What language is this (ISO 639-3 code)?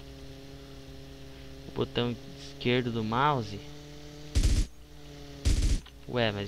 por